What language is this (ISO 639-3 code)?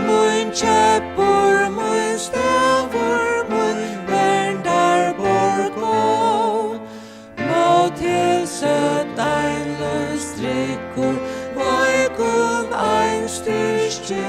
fao